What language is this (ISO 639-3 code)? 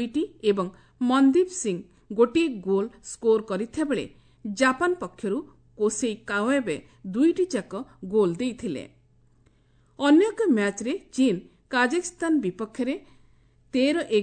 ori